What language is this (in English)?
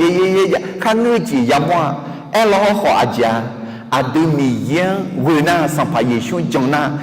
Akha